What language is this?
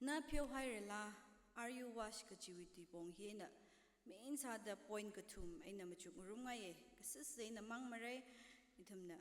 Tangkhul Naga (India)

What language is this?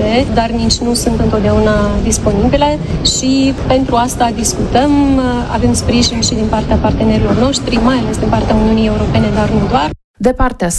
Romanian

